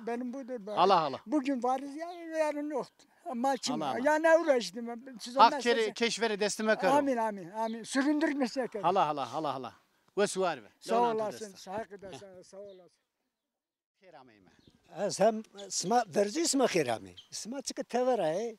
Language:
Zaza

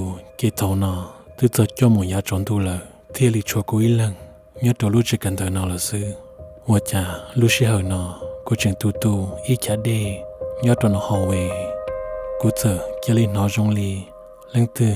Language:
Hmong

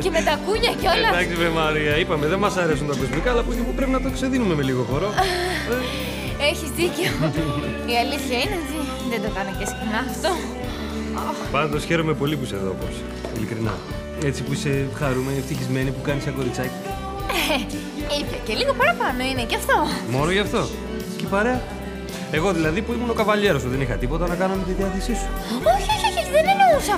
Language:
Greek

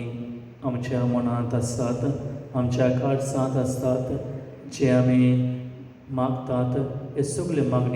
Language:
Konkani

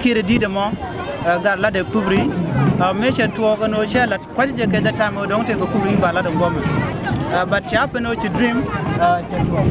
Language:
Nuer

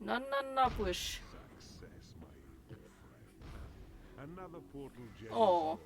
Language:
Bavarian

